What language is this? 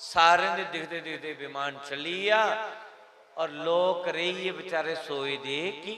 Dogri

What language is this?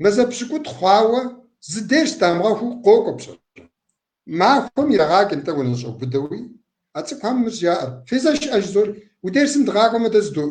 Kabardian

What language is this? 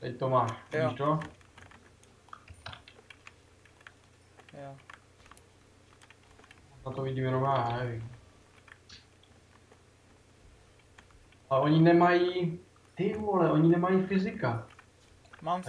Czech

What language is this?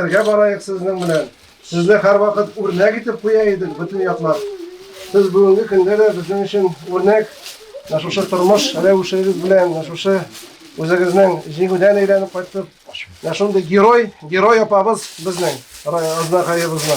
Tatar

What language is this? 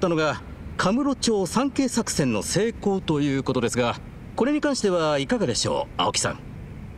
Japanese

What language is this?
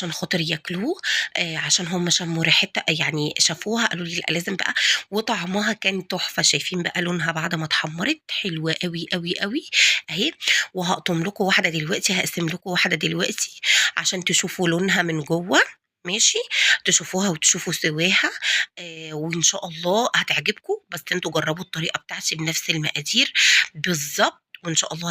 Egyptian Arabic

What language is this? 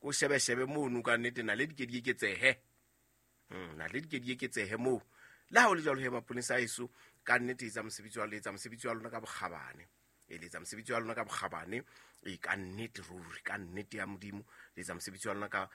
Southern Sotho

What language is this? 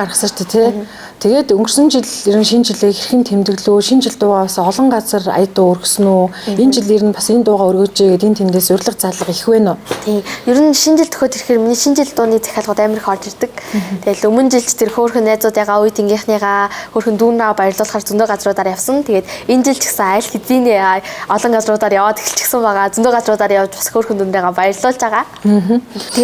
Mongolian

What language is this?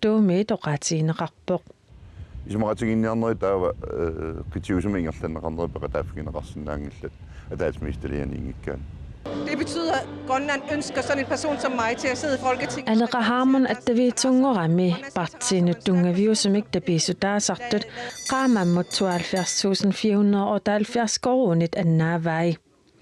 Kalaallisut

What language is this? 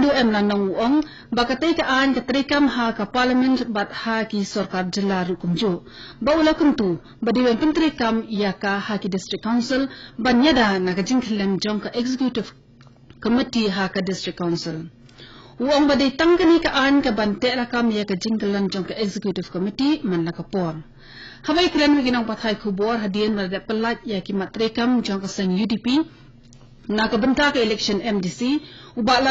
Khasi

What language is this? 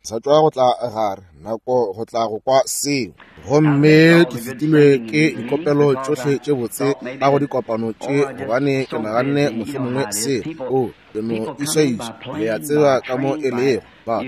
Northern Sotho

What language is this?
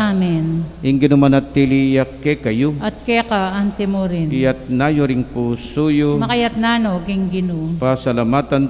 Pampanga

